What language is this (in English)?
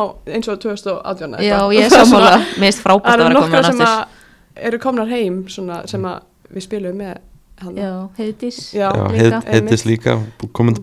Icelandic